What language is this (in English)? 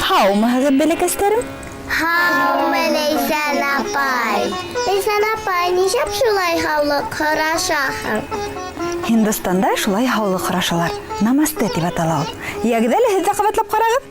Bashkir